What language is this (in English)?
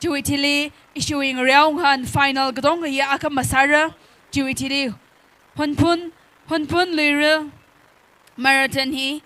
Tangkhul Naga (India)